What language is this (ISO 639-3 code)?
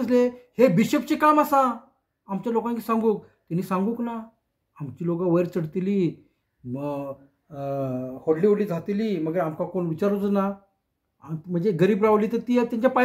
kok